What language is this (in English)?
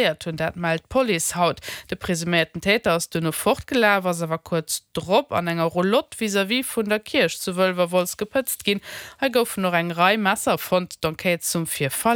Luxembourgish